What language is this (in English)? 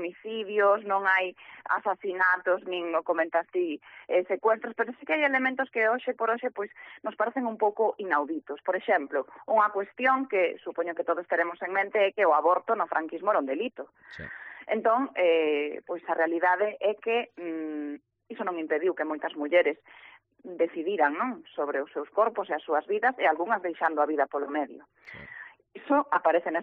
Galician